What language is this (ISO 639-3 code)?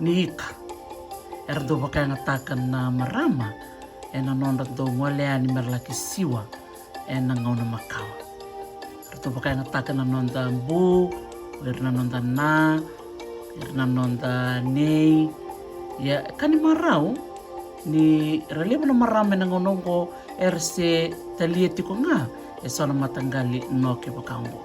fij